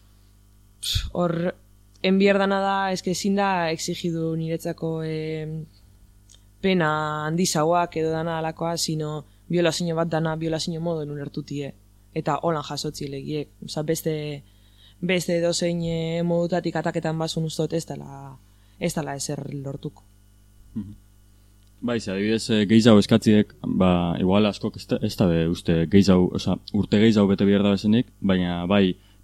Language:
Basque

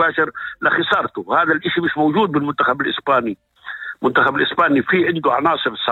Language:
North Levantine Arabic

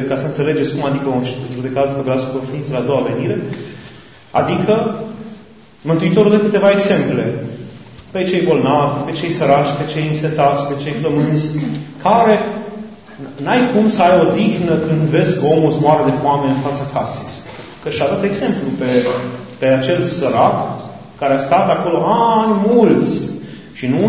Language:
Romanian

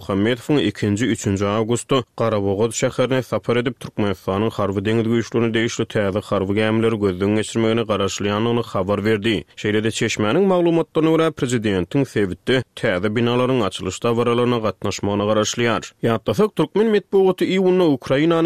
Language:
Turkmen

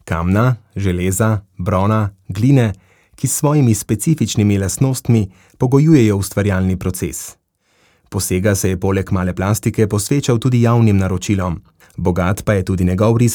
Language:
Slovenian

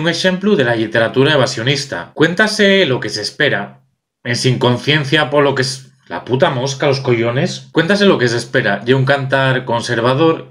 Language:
Asturian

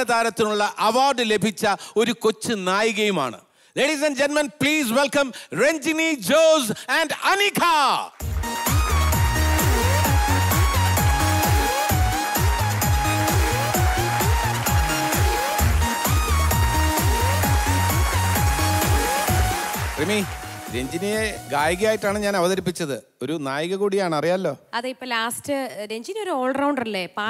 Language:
Malayalam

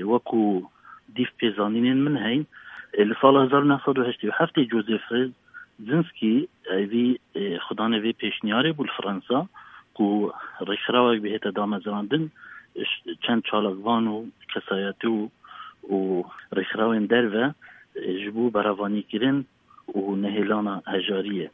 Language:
Kurdish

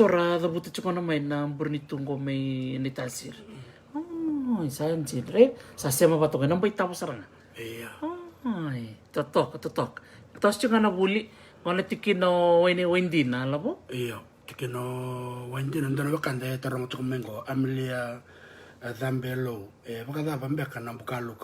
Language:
Fijian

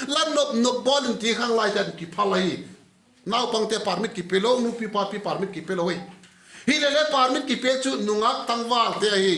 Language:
Vaiphei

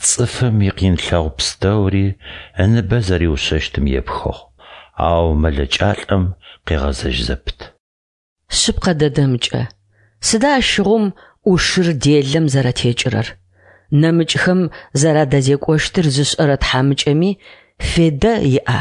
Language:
Adyghe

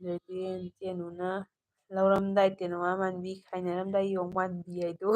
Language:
Manipuri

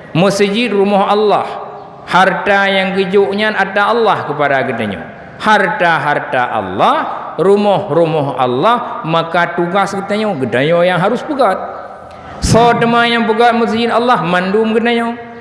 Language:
Achinese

